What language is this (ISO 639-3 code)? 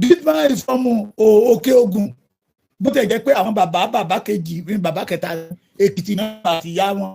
yor